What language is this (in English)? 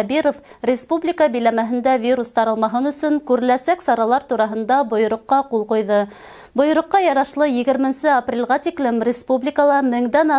Bashkir